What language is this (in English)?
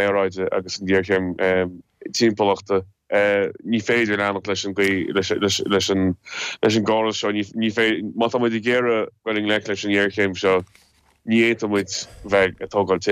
Irish